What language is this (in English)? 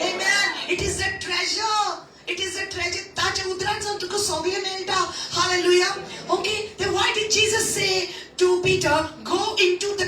Konkani